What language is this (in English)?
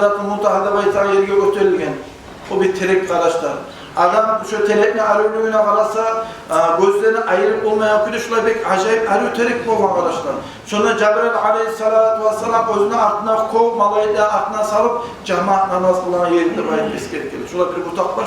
Kumyk